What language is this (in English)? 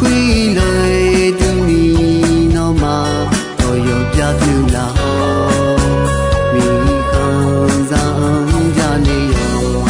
Akha